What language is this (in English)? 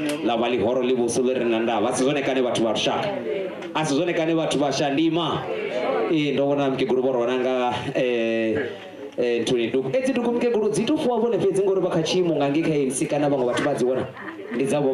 Venda